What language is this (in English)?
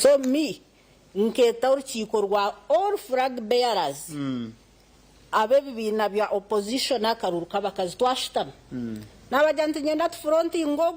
Nyankole